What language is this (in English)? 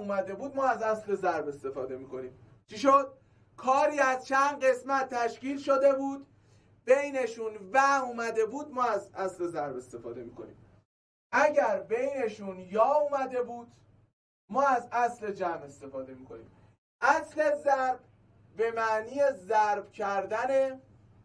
Persian